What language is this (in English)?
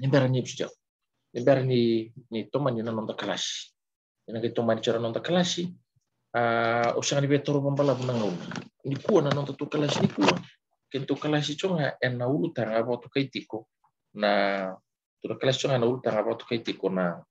Fijian